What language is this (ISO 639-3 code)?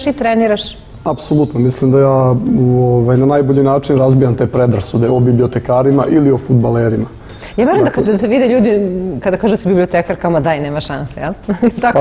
srp